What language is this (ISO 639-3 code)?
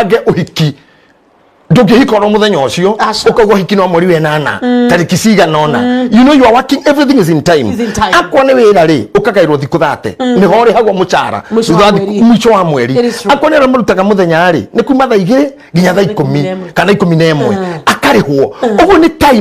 kik